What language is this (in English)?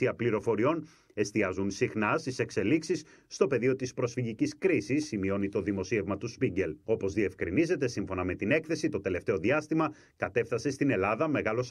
Greek